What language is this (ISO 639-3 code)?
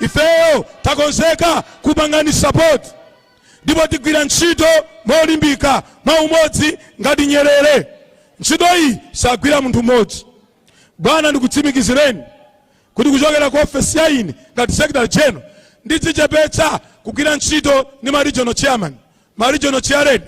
nya